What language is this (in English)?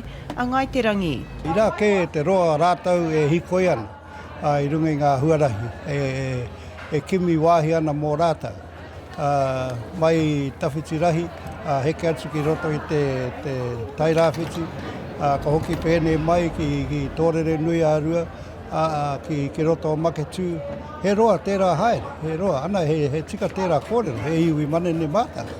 Māori